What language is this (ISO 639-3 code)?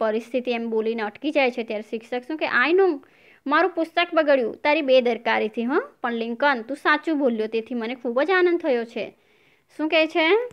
guj